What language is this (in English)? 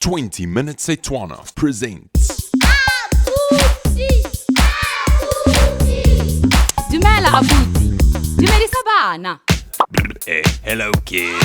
Tswana